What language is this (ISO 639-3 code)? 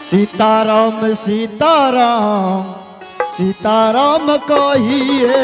anp